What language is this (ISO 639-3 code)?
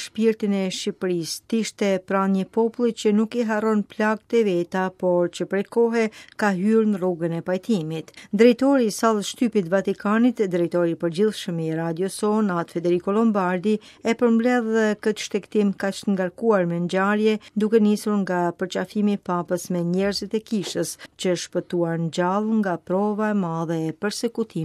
sqi